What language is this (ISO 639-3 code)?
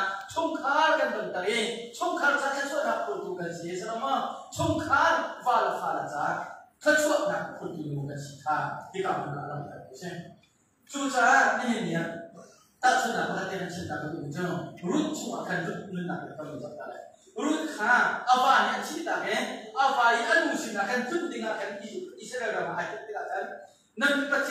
cnh